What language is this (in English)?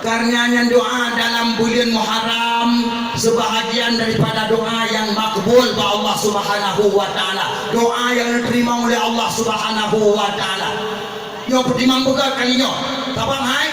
Achinese